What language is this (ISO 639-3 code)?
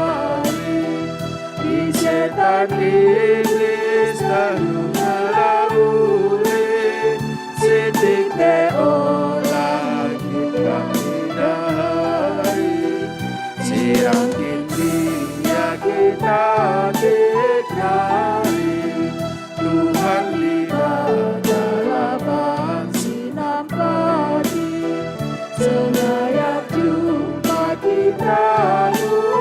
btx